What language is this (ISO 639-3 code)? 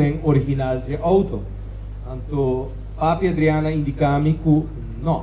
pap